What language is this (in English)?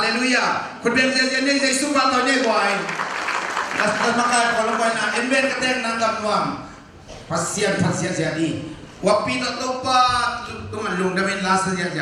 Tedim Chin